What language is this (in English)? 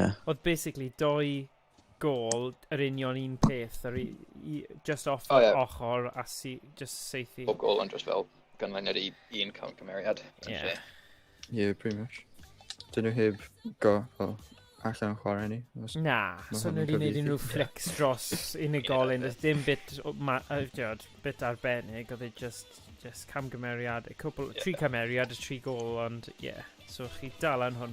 Welsh